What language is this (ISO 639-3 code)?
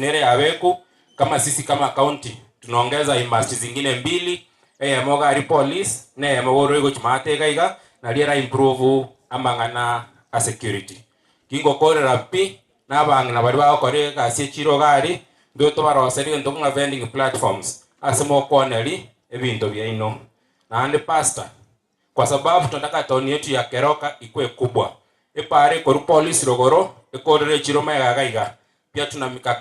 guz